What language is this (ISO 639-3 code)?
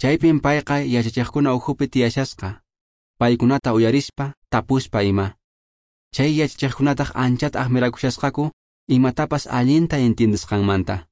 que